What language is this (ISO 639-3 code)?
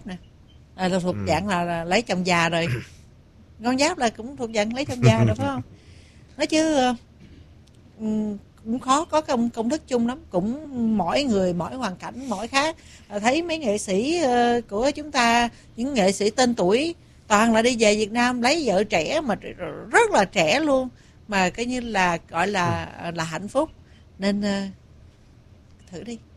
vie